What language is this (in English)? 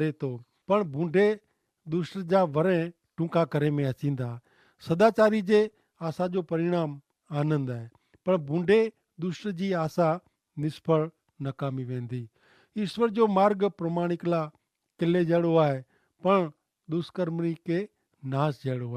Kachhi